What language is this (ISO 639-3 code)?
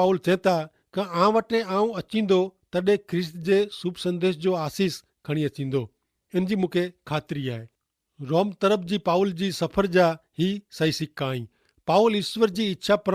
kfr